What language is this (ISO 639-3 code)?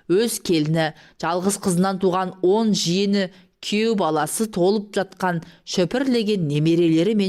kaz